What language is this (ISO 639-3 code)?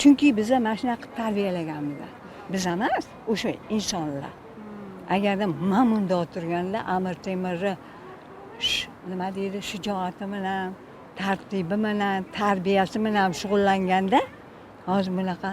uzb